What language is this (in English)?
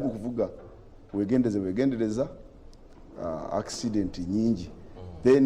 Ganda